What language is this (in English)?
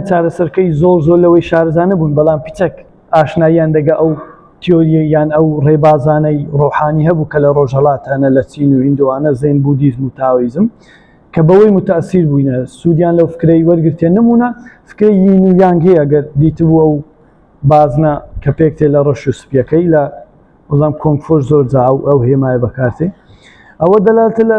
Central Kurdish